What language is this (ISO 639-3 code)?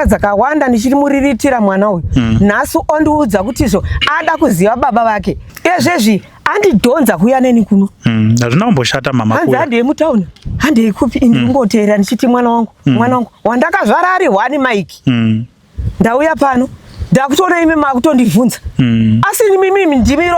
sna